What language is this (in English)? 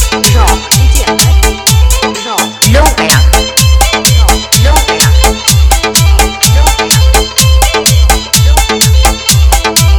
Bhojpuri